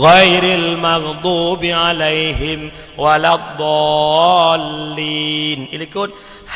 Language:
Achinese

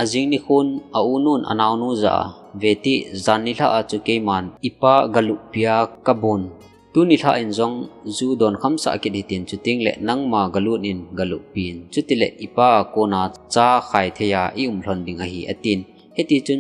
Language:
Thado Chin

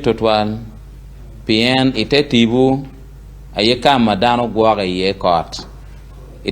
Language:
Acoli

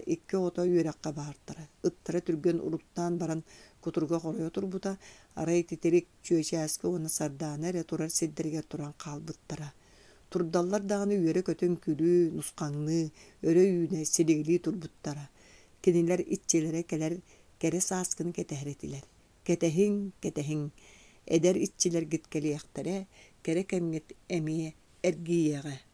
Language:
Yakut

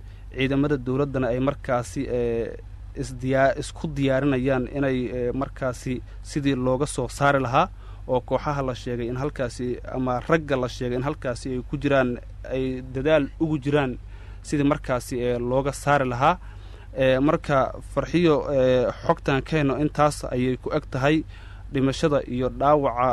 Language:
Somali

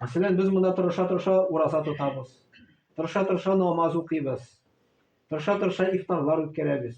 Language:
Tatar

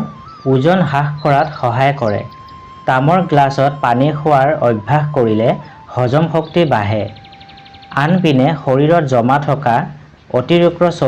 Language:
Assamese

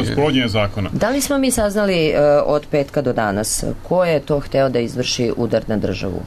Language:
Serbian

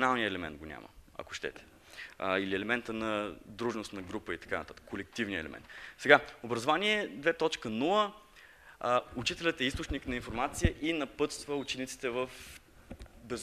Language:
Bulgarian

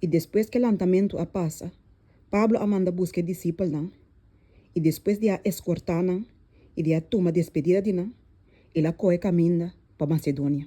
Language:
Papiamento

